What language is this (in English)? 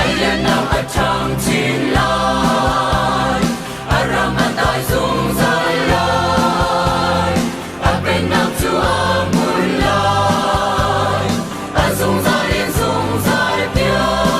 Hakha Chin